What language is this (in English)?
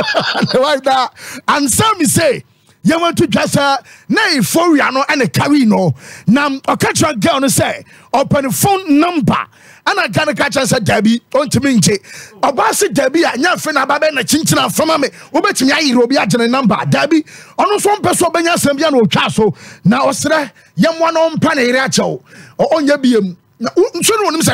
Akan